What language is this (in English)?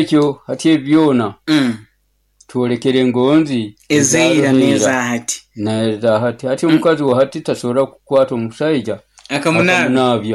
Nyoro